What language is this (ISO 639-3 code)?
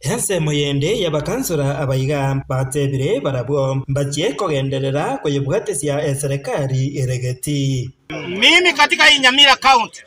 guz